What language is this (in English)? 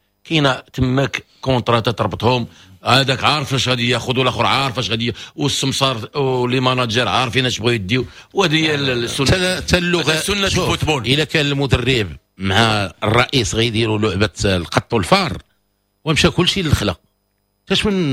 Moroccan Arabic